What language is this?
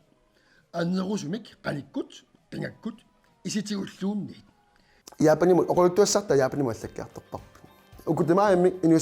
Kalaallisut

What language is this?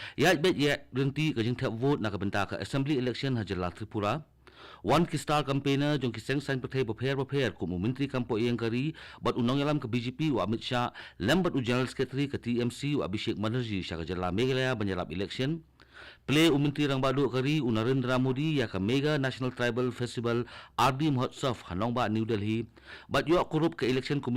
Khasi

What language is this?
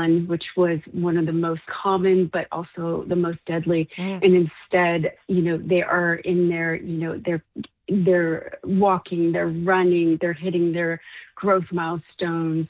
English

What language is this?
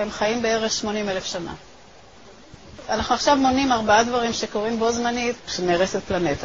Hebrew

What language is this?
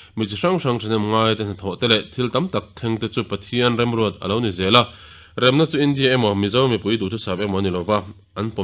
Mizo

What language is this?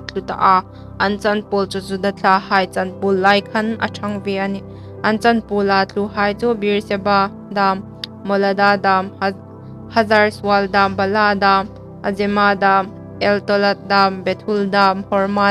Hmar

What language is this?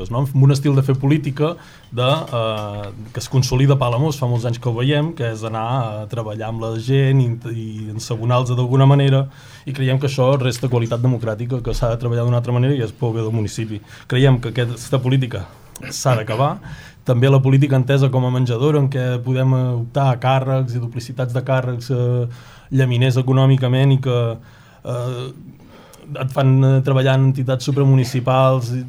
Catalan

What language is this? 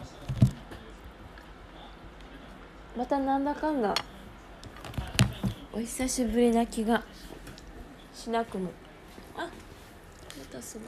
Japanese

